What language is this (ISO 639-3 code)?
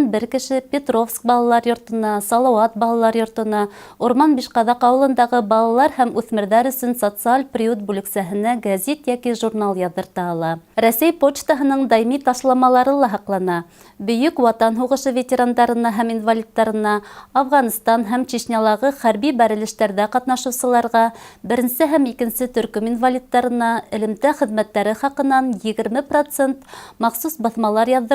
bak